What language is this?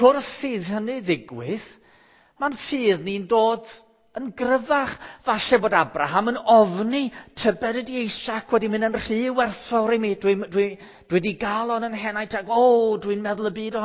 Welsh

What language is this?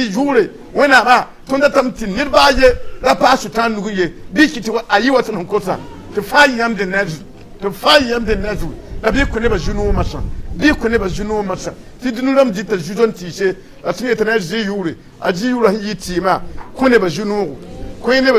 Mossi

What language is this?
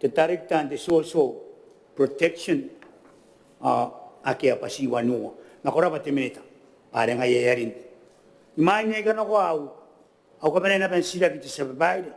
Gilbertese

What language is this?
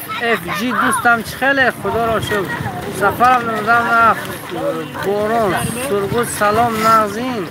Tajik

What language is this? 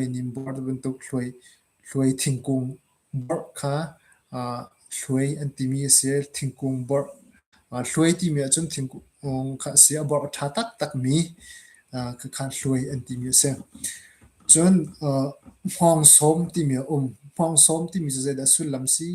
Hakha Chin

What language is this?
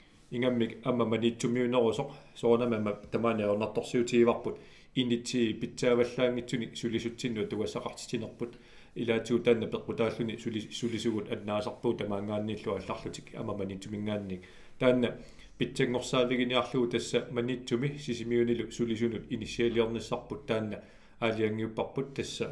Kalaallisut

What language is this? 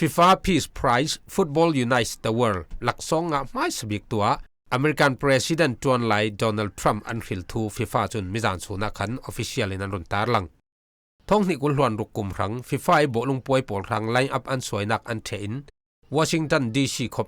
Falam Chin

